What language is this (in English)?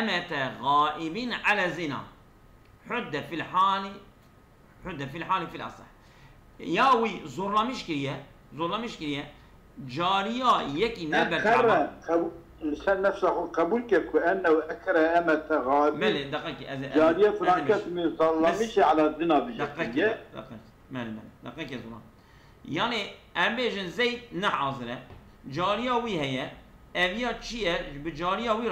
Kurdish